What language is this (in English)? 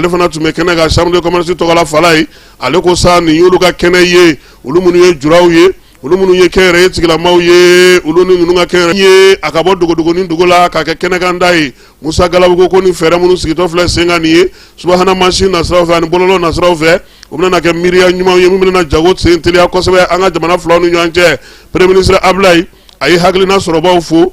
Bambara